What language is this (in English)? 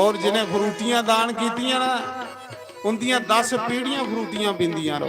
Dogri